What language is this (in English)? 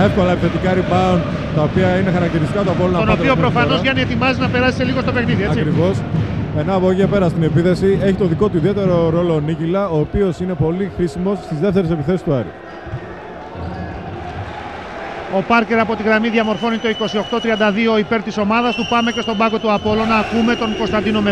Greek